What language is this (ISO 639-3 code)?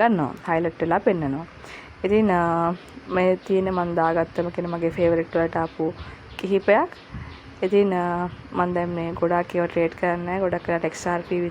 sin